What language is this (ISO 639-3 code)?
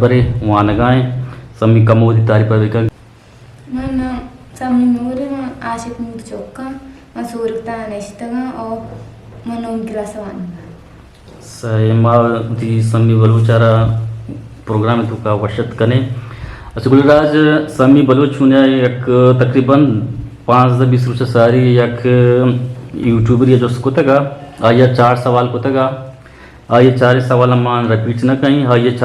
bgp